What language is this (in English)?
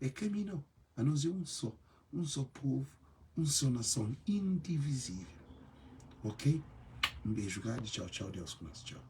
Kabuverdianu